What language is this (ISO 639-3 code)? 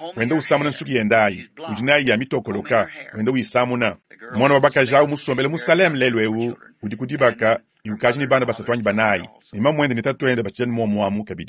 lua